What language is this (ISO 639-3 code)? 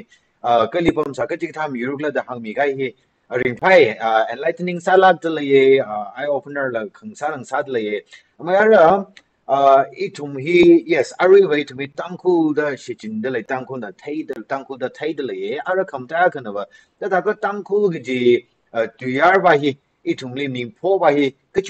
nmf